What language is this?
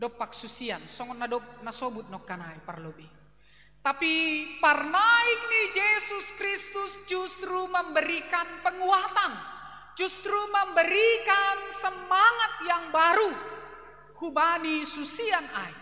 Batak Simalungun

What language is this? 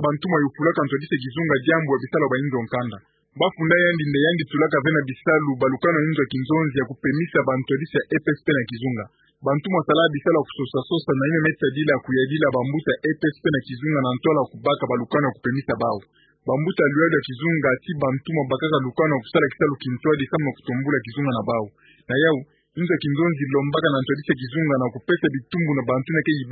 Kituba (Democratic Republic of Congo)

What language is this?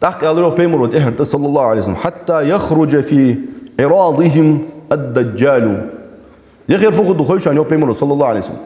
Ingush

